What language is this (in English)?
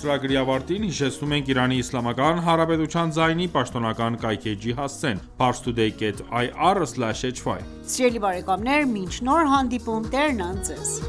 Armenian